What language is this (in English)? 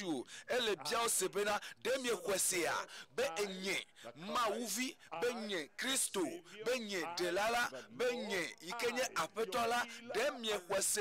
Ewe